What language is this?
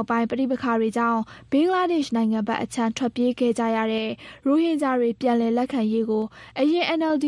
Burmese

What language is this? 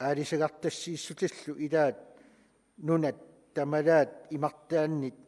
Kalaallisut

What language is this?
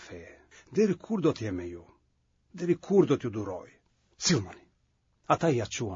Albanian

